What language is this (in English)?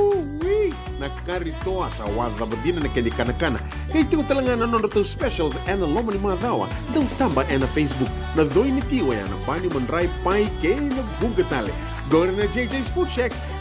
Fijian